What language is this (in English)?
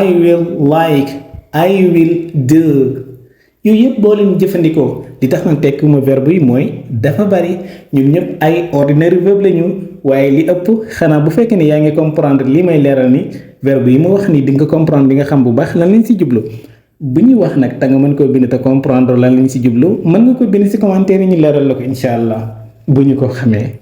Wolof